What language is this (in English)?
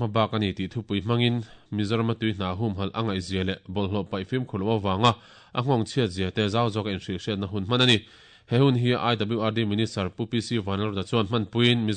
Mizo